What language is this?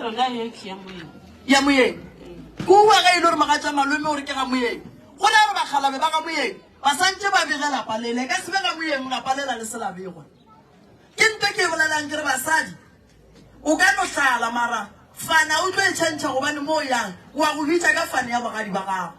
Northern Sotho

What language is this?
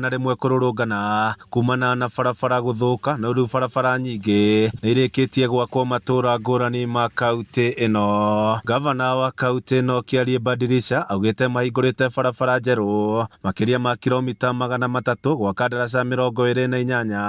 Kikuyu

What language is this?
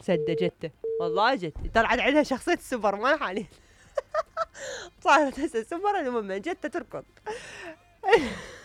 Mesopotamian Arabic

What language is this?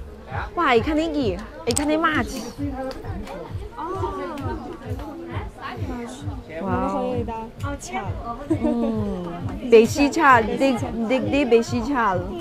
Bangla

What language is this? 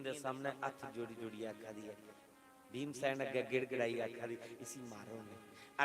Dogri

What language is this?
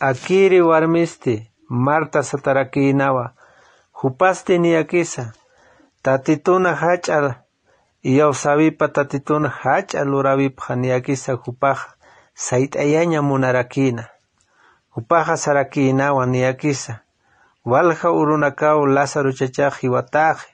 Aymara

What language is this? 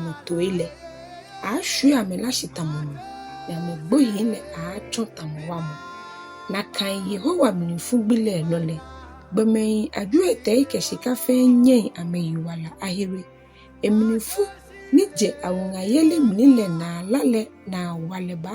Ga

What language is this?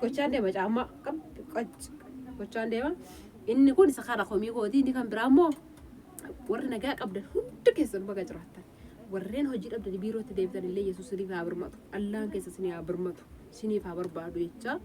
Oromo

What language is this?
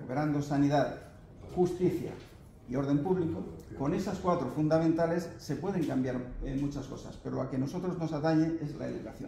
Spanish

